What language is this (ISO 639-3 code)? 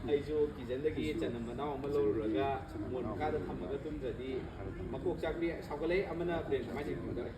mni